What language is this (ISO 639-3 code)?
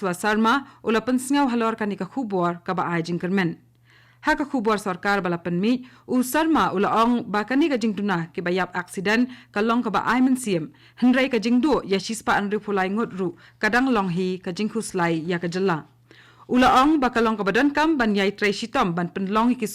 kha